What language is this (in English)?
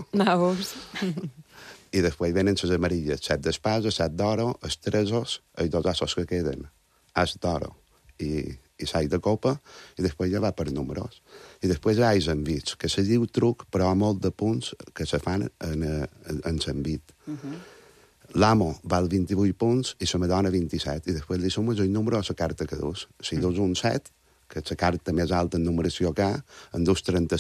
Catalan